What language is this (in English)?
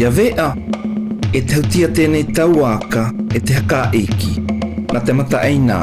South Marquesan